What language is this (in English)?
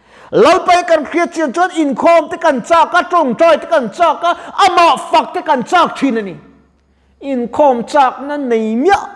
Mizo